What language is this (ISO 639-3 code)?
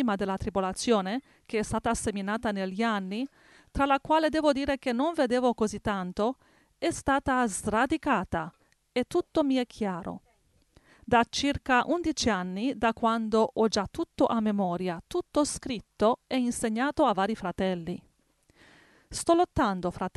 ita